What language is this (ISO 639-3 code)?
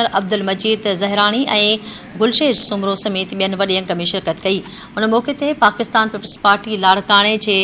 snd